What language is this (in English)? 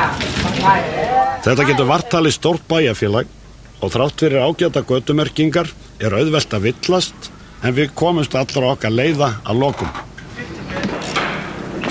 Icelandic